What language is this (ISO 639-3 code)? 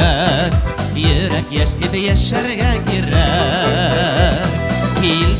bak